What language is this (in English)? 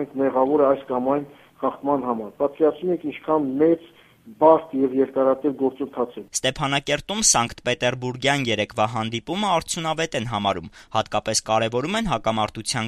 Armenian